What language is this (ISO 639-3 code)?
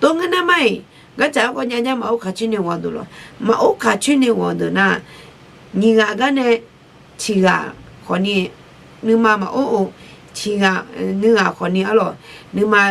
ahk